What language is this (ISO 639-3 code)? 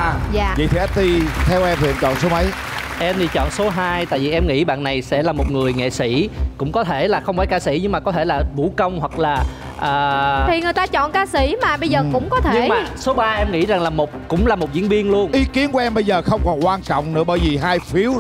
vie